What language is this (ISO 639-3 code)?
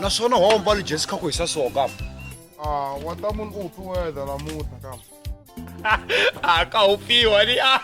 tso